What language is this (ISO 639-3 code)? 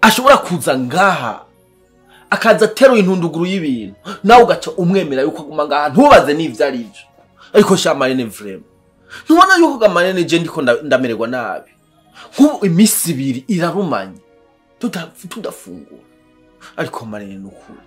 run